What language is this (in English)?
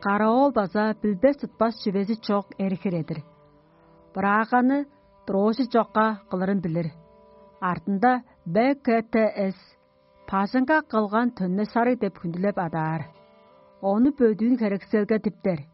Tuvinian